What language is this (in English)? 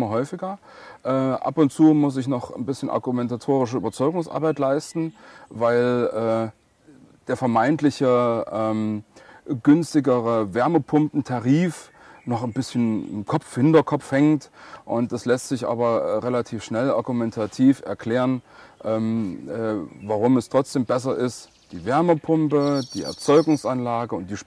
German